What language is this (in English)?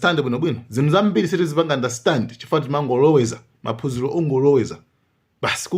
Nyanja